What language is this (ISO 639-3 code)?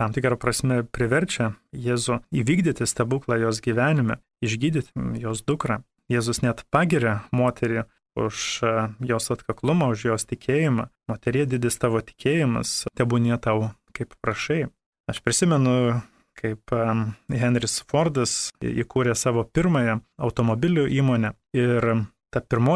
lit